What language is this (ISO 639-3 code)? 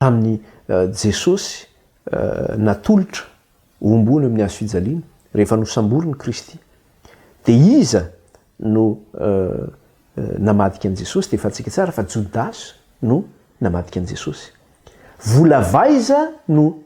mlg